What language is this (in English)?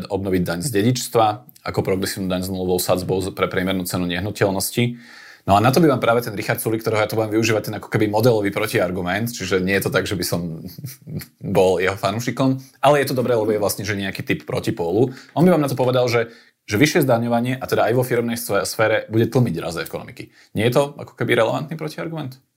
Slovak